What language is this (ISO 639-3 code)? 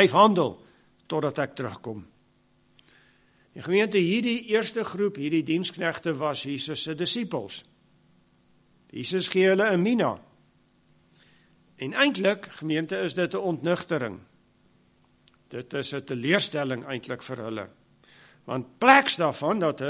afr